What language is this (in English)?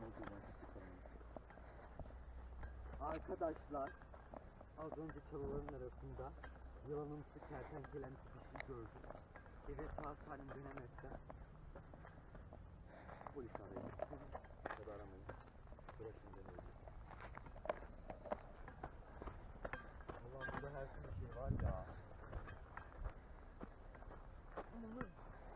Turkish